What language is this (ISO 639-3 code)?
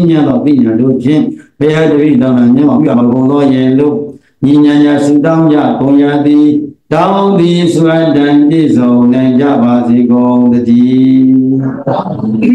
mya